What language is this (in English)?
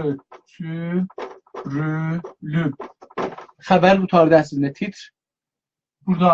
South Azerbaijani